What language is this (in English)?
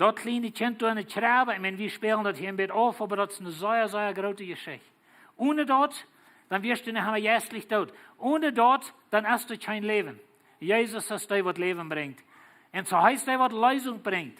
Plautdietsch